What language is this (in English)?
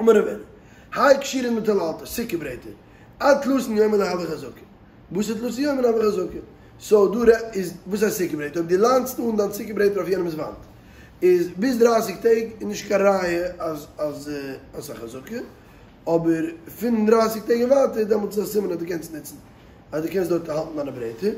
Yiddish